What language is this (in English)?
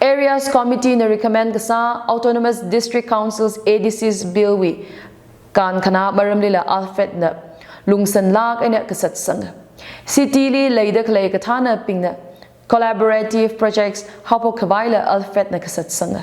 Tangkhul Naga (India)